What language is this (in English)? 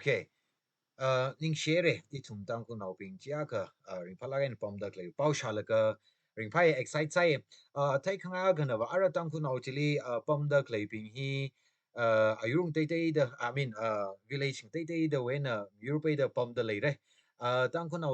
Tangkhul Naga (India)